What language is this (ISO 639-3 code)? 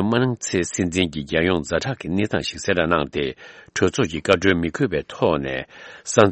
bod